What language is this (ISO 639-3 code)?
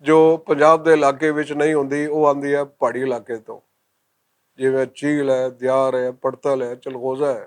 lah